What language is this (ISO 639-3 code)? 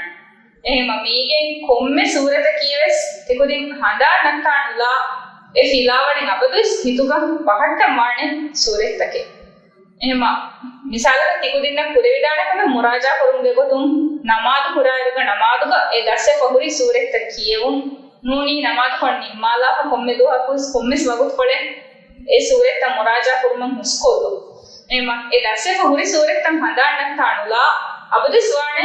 div